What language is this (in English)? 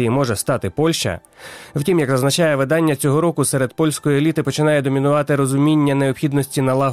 Ukrainian